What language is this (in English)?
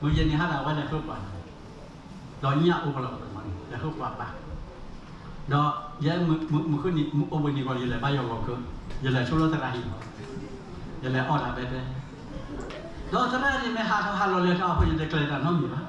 S'gaw Karen